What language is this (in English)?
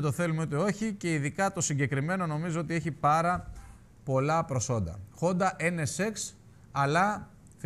Greek